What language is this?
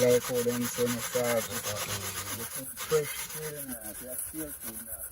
Jamaican Creole English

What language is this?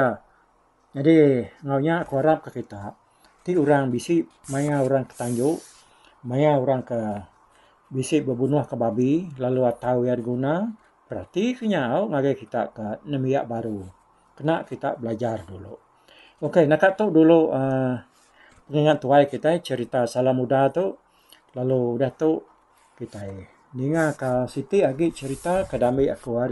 Iban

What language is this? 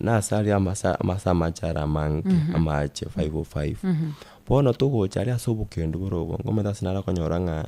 Gusii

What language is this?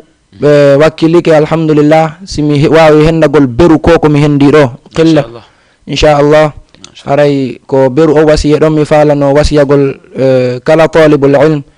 Fula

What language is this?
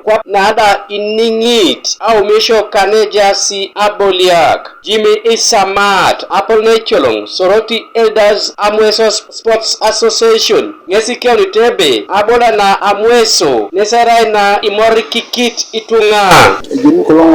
Teso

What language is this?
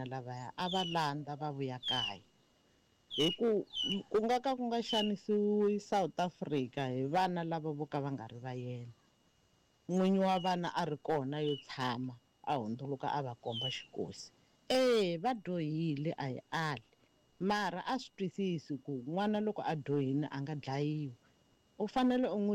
Tsonga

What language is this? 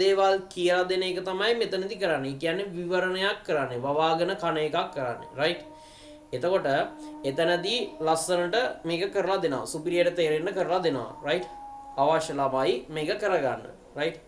Sinhala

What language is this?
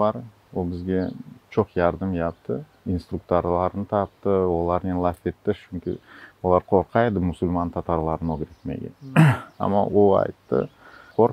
Crimean Tatar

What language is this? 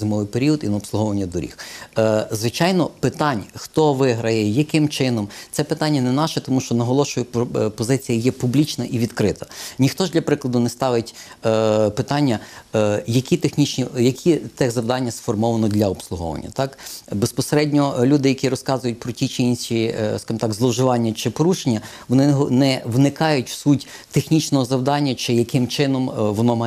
Ukrainian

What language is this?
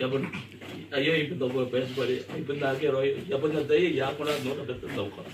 Gilbertese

